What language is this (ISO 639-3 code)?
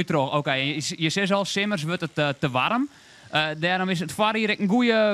fry